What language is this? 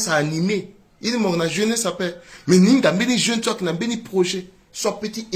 Sango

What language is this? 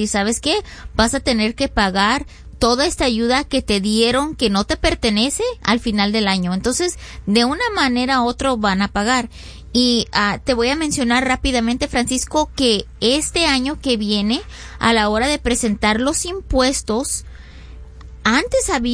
Spanish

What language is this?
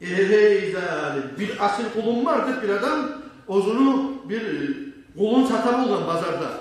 Kumyk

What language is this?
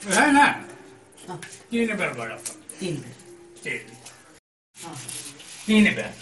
Maithili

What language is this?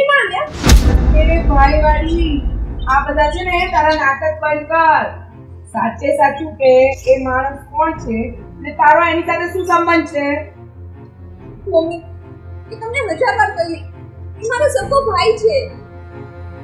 Gujarati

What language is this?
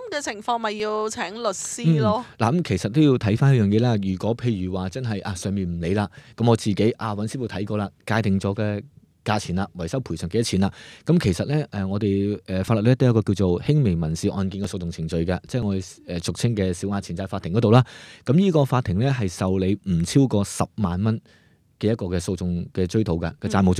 Cantonese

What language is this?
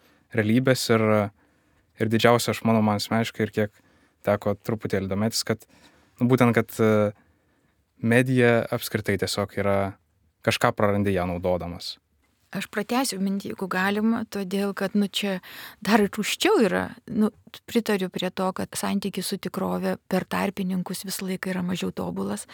Lithuanian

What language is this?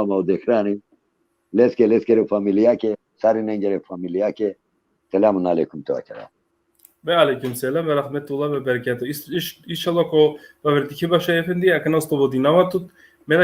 Balkan Romani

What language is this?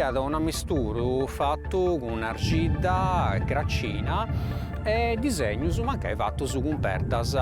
Sardinian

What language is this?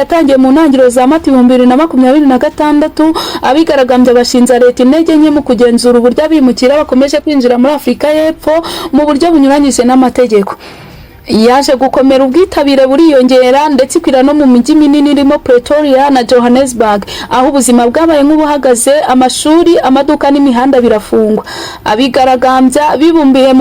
Kinyarwanda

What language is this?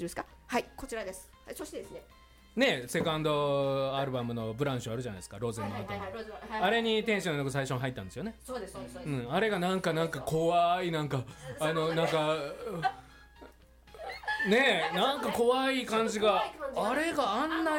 Japanese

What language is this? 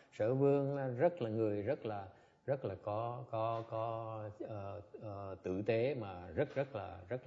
Vietnamese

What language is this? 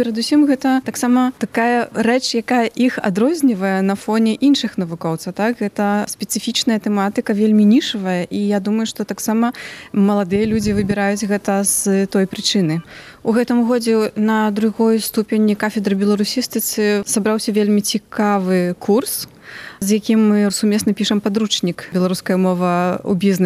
Belarusian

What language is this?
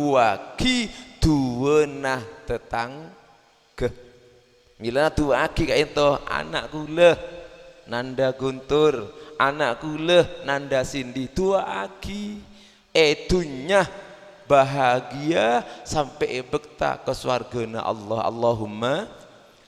Madurese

